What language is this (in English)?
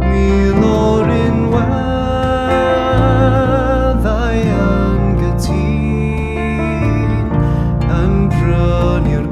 Welsh